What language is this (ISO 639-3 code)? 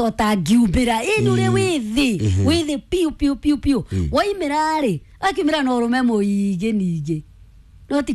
kik